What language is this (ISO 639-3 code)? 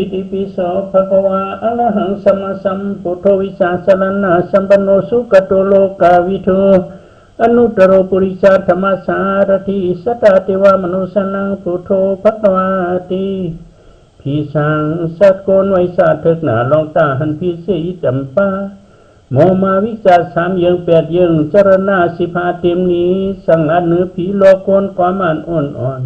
shn